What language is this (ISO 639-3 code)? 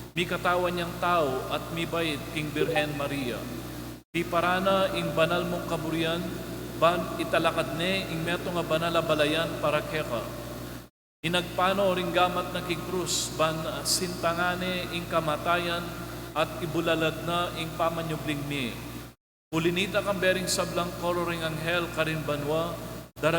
pam